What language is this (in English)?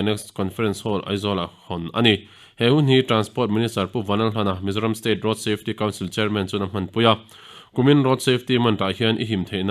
Mizo